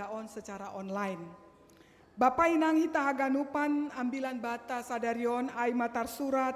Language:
Batak Simalungun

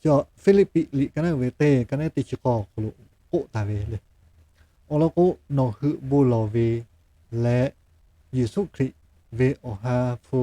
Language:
Lahu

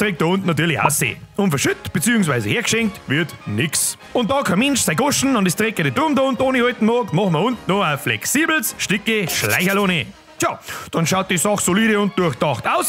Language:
Bavarian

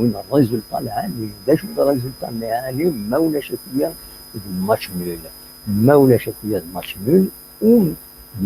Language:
Kabyle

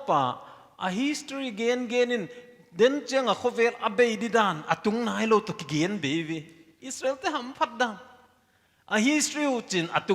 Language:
Paite Chin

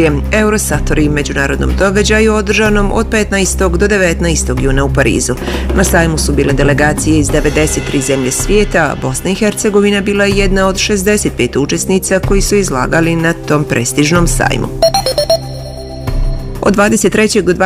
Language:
Bosnian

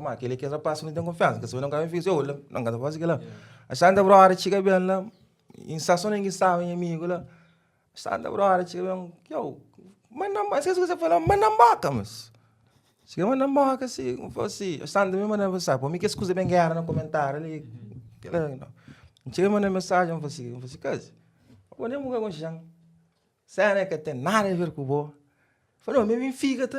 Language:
Kabuverdianu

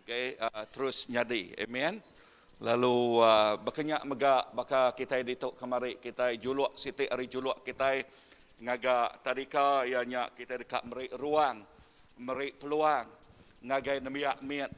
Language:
Iban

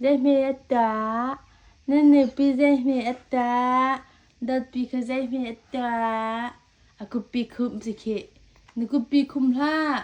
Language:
Hakha Chin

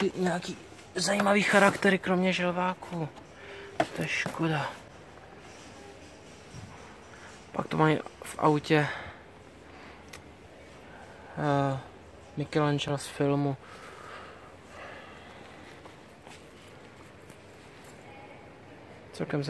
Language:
Czech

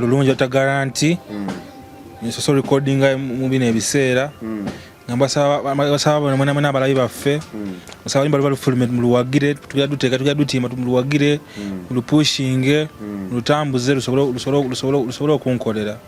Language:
Ganda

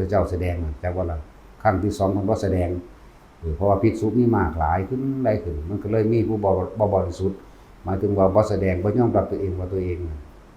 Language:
Northeastern Thai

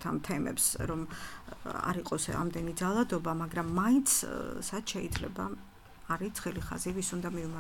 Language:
Georgian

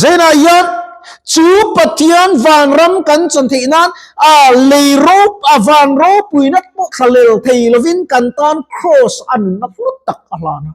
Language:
Mizo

